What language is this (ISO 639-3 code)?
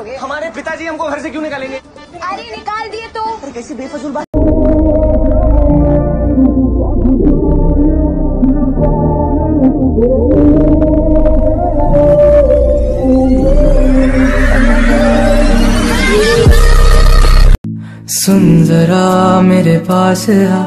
hin